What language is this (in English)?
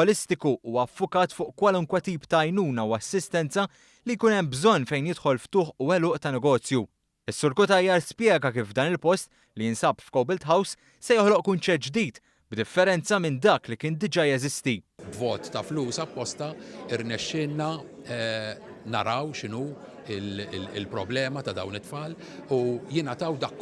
Maltese